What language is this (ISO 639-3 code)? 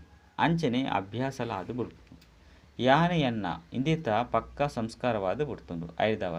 tcy